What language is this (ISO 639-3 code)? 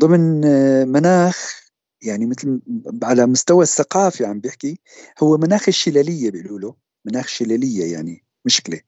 apc